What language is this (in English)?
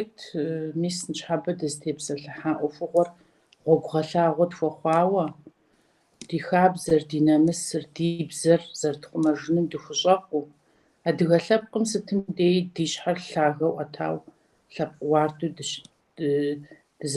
Kabardian